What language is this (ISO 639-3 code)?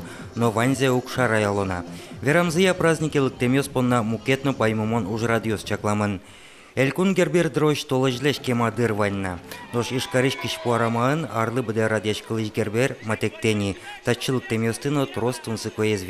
udm